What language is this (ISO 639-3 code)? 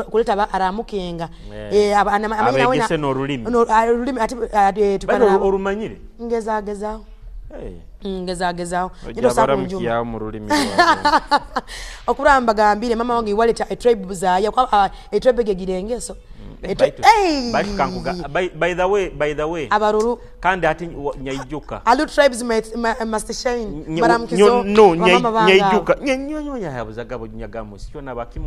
ttj